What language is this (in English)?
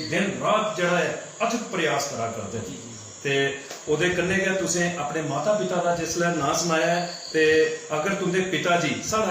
Dogri